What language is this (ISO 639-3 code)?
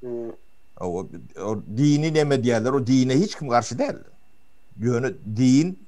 tuk